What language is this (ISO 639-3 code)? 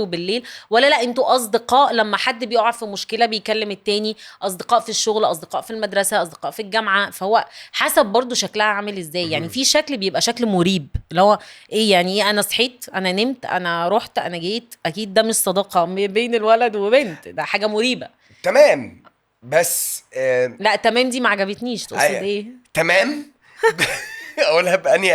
arz